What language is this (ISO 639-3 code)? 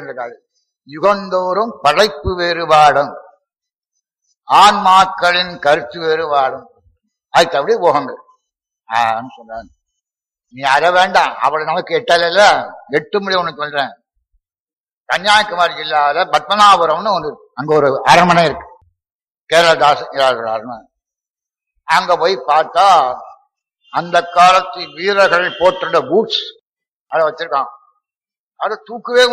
tam